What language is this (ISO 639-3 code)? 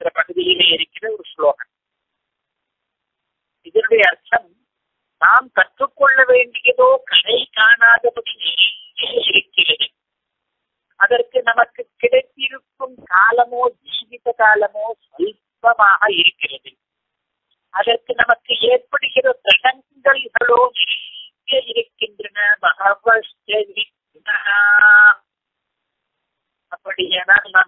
tam